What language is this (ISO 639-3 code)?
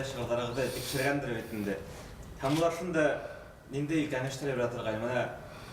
bak